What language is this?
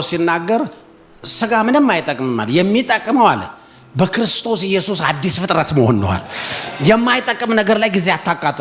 Amharic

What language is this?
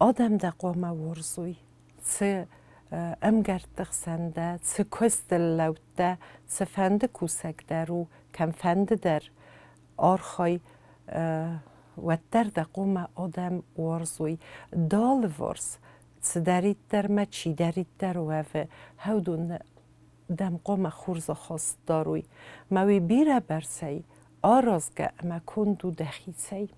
Ossetic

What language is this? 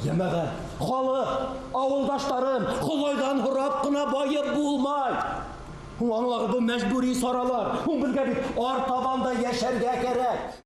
Bashkir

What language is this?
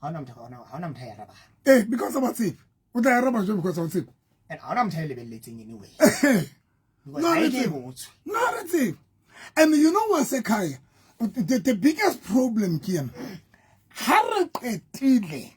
Southern Sotho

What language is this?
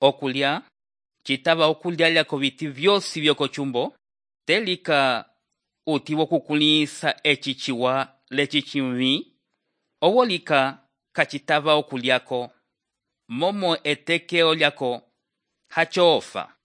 Umbundu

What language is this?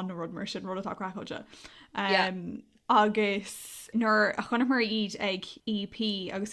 Irish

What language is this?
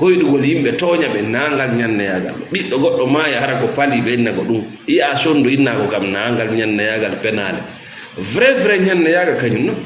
Fula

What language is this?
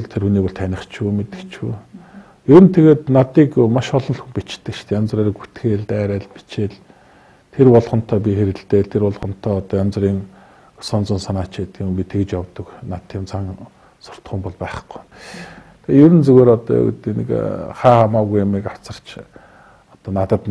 Mongolian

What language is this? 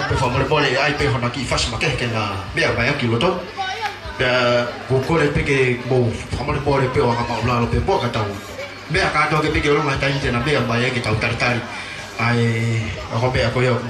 Tongan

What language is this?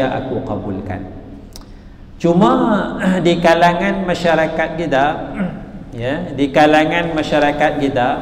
Malay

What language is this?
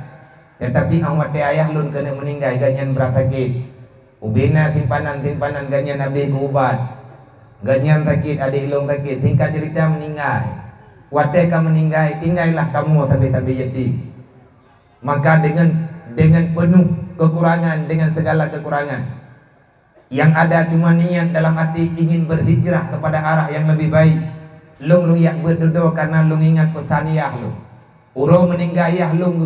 Achinese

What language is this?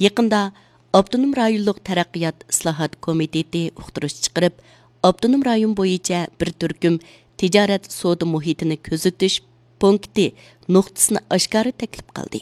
Uyghur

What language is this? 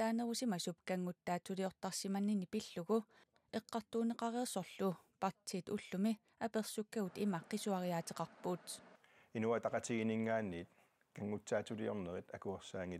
Kalaallisut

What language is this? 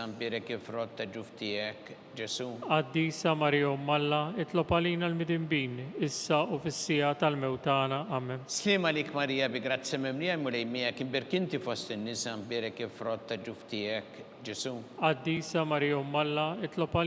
Maltese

